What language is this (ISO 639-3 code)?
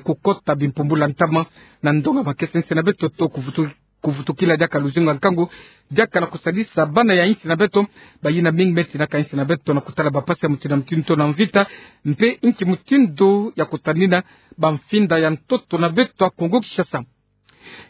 ktu